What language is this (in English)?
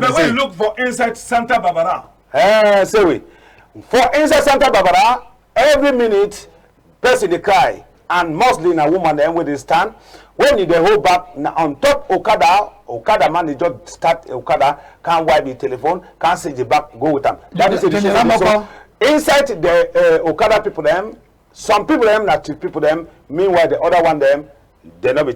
Cameroon Pidgin